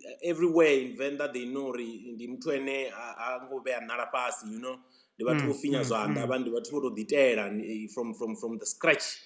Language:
Venda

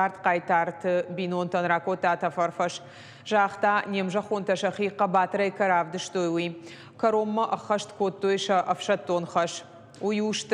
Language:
Ossetic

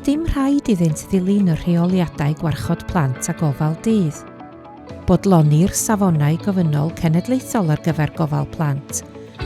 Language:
Welsh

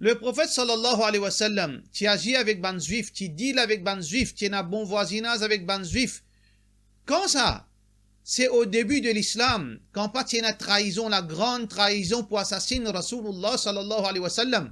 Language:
Morisyen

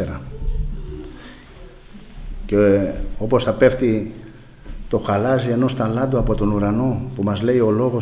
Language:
Greek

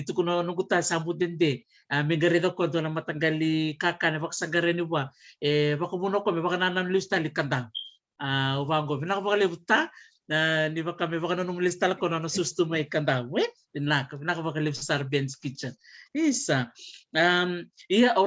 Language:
Fijian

